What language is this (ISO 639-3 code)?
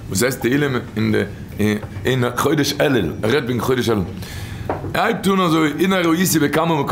yid